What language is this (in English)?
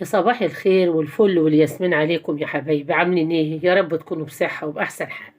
Egyptian Arabic